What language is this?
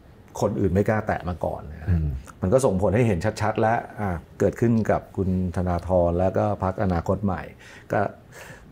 Thai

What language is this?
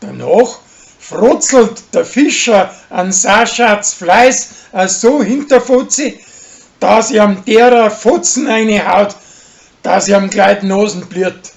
Bavarian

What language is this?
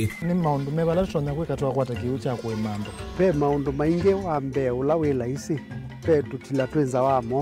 Kamba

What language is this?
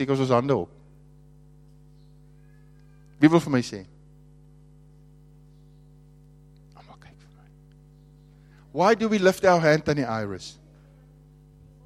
Afrikaans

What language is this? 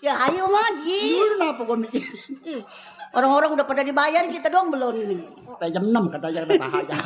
Betawi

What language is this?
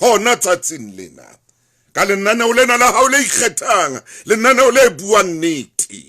Southern Sotho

